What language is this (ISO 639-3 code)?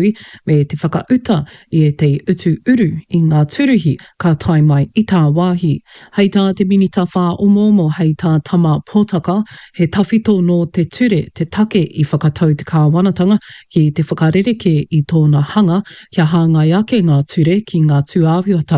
mri